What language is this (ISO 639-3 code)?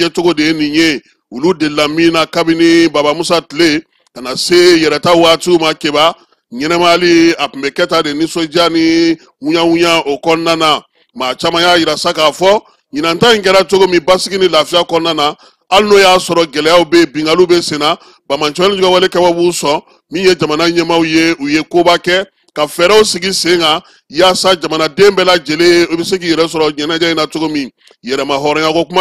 bam